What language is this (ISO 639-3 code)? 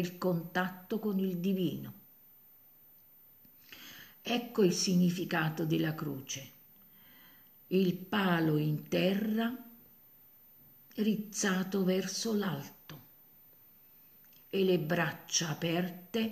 ita